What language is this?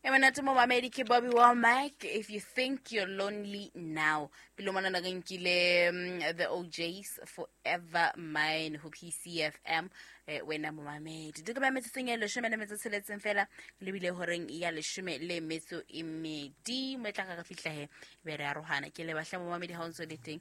Southern Sotho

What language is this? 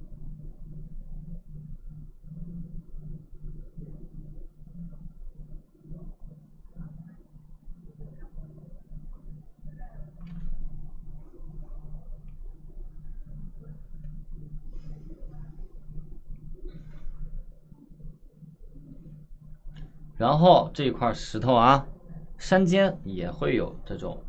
Chinese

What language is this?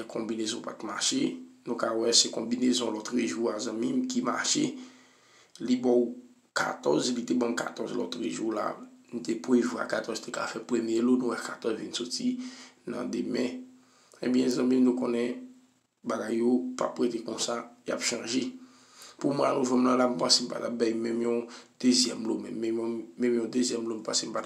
Haitian Creole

